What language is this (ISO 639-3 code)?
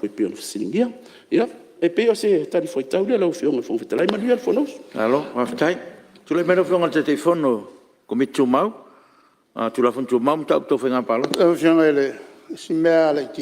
smo